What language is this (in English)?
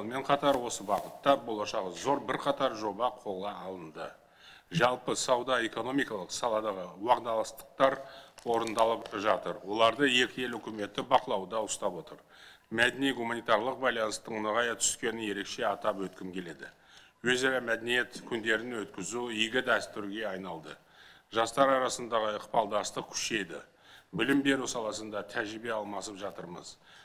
Kazakh